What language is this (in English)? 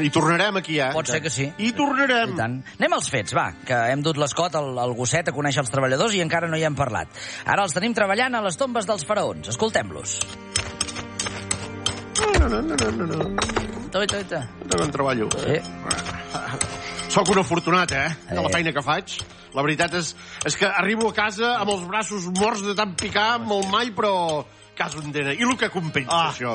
Catalan